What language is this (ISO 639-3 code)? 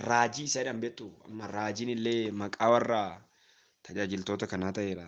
orm